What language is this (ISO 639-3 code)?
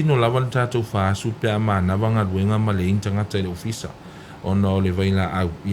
smo